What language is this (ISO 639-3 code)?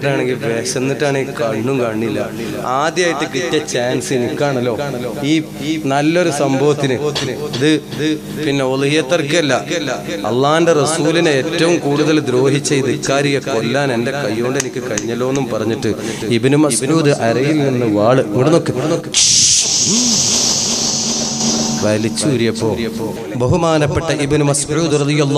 mal